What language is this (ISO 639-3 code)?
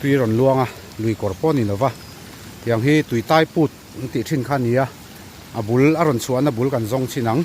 lus